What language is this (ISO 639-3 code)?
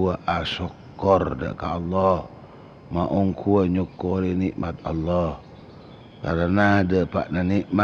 mad